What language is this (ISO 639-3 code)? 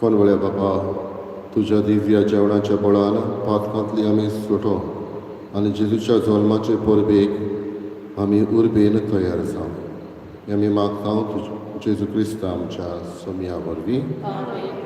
kok